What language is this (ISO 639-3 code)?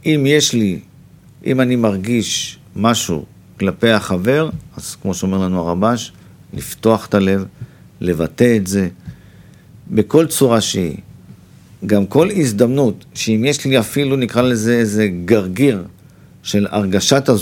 heb